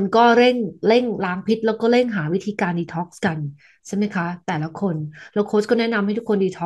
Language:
Thai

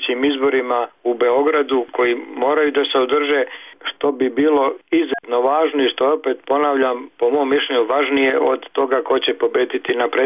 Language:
Serbian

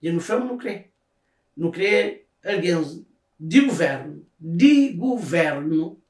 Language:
Kabuverdianu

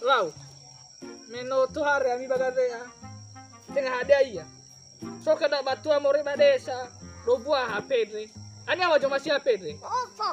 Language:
Nias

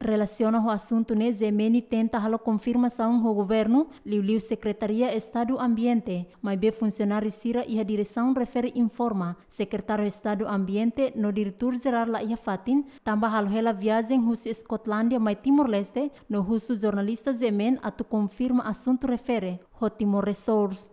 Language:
Tetum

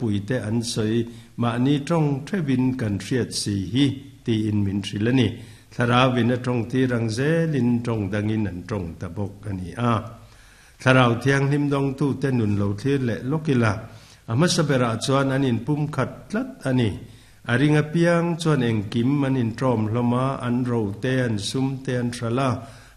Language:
Mizo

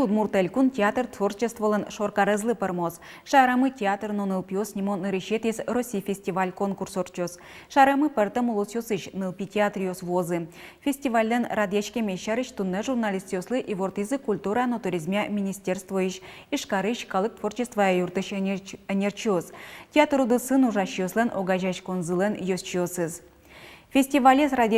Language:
Udmurt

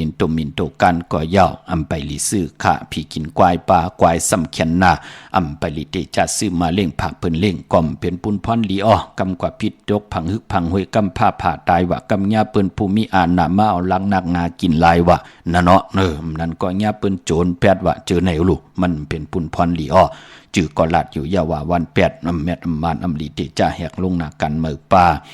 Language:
Shan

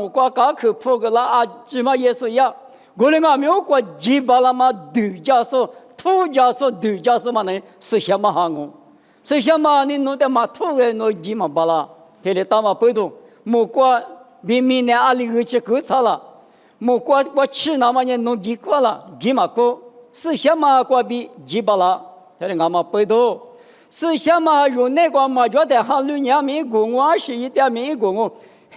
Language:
Lisu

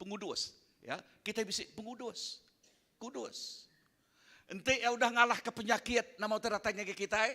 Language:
Iban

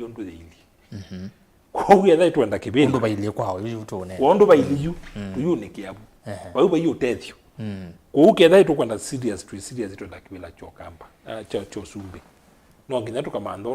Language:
Kamba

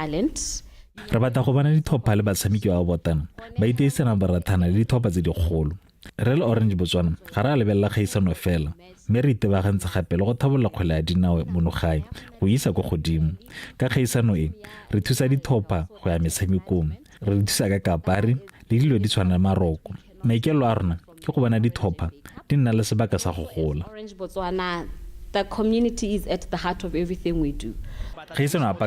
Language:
Tswana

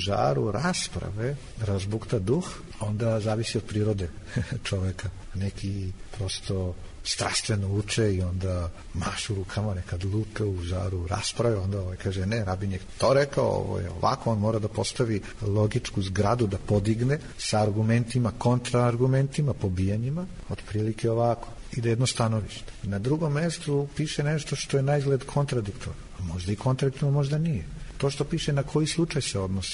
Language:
Serbian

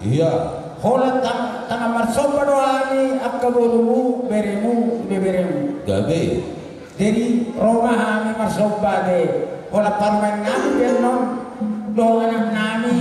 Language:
Batak Toba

